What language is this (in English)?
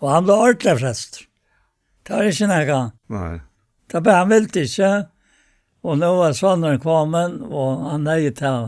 Faroese